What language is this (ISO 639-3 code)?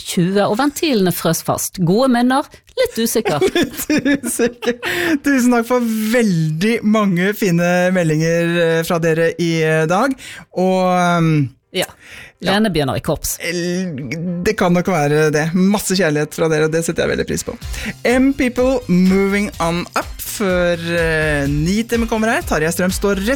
nor